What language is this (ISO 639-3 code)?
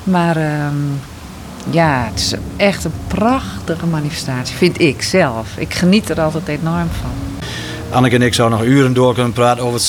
nld